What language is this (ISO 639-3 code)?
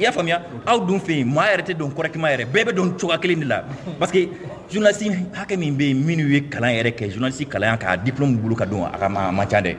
man